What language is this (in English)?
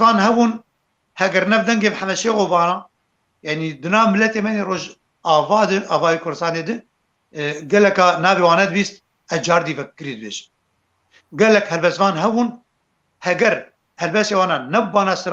Kurdish